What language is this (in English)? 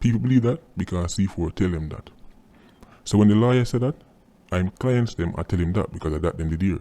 Jamaican Creole English